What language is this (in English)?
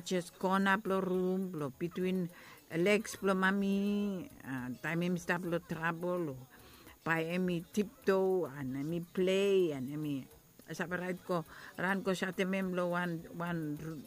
Bislama